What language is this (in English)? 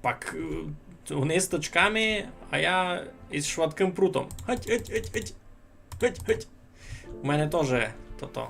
Rusyn